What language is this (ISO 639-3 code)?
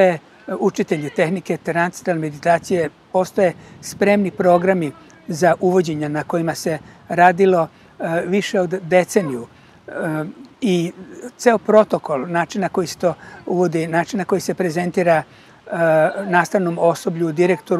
srp